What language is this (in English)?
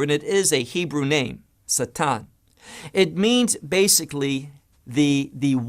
English